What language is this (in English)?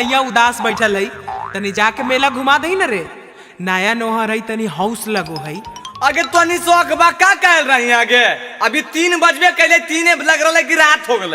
Magahi